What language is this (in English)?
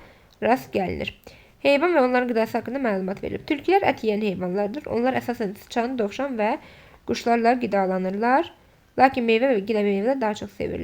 Azerbaijani